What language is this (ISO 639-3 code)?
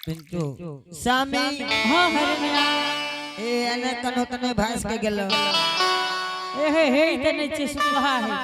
anp